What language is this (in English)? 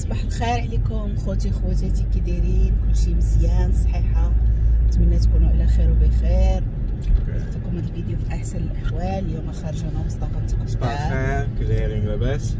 Moroccan Arabic